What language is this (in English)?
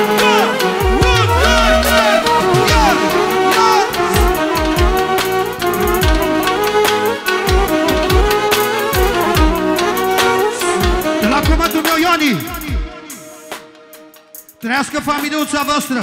Romanian